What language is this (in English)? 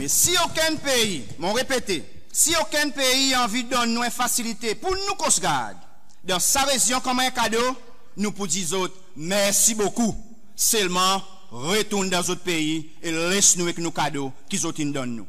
Seselwa Creole French